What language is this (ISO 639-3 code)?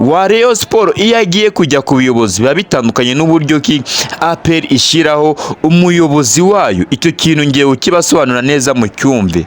kin